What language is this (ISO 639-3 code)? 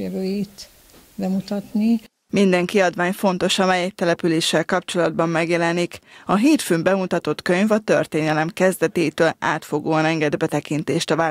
hun